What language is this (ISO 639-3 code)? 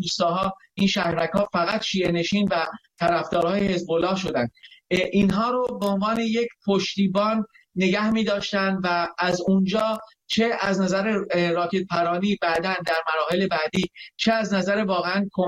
fas